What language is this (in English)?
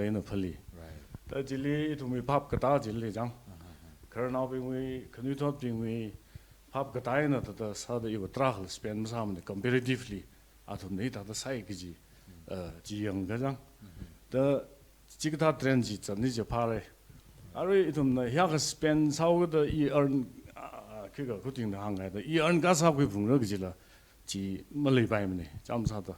Tangkhul Naga (India)